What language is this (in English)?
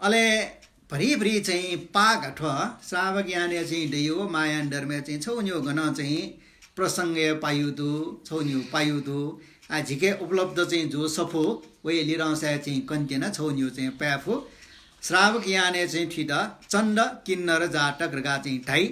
Newari